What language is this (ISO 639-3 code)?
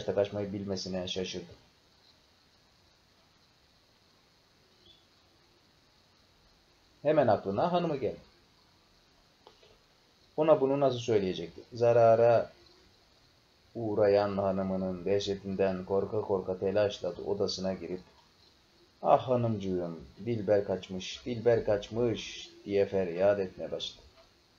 tur